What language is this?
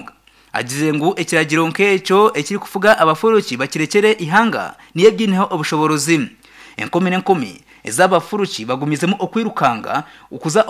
Nyankole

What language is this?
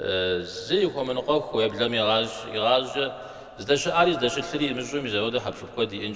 Kabardian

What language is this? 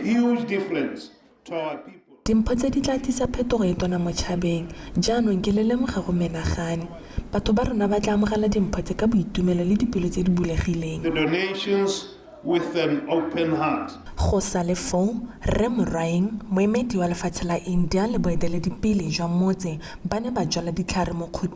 Tswana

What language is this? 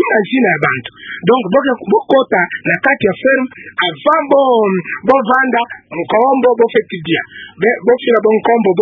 Kituba (Democratic Republic of Congo)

